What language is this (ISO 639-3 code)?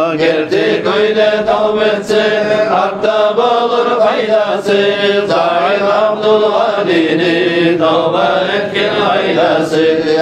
kum